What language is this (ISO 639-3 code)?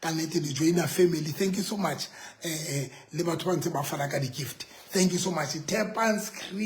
sot